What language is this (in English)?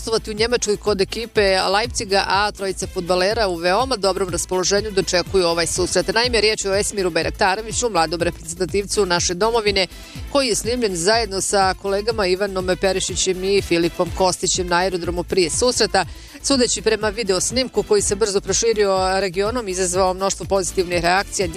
Bosnian